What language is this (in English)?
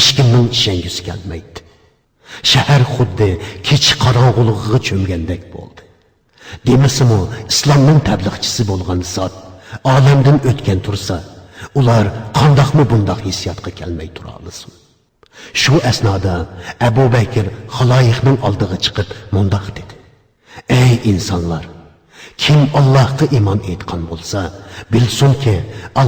Uyghur